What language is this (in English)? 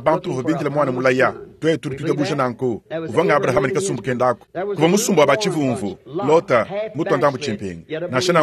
Luba-Lulua